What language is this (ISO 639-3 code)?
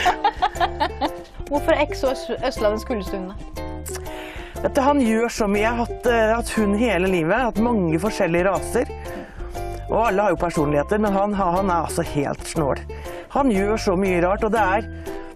nor